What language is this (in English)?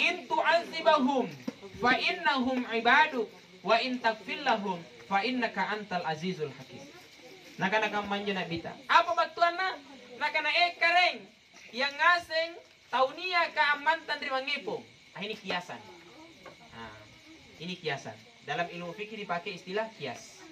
Makasar